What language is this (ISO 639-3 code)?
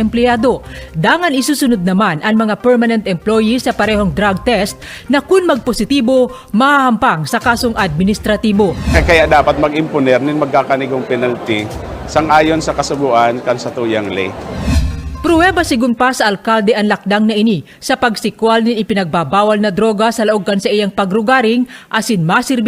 bik